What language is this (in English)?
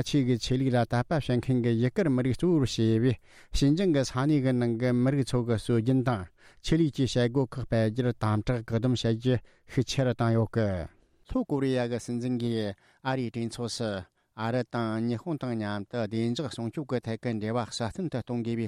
Tibetan